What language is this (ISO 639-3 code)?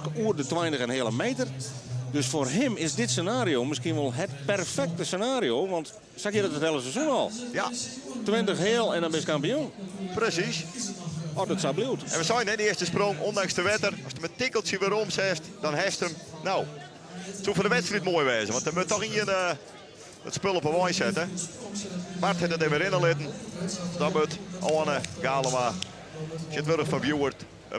fry